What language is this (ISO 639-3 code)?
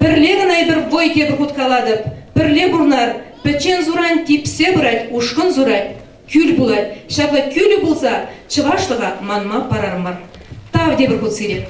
chv